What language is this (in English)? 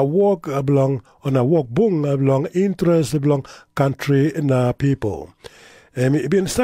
Tok Pisin